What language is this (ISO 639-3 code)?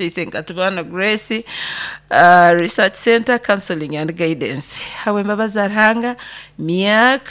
nyo